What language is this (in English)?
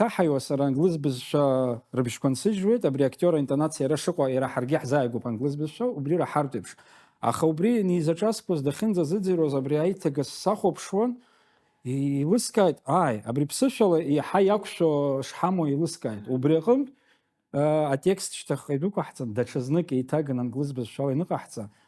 Abkhazian